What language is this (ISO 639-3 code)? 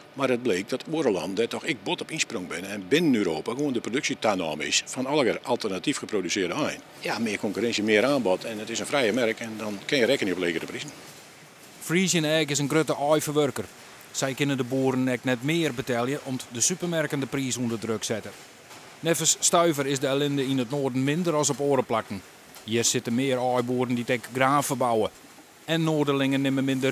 fry